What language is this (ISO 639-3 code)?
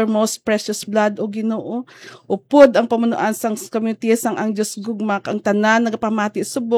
hil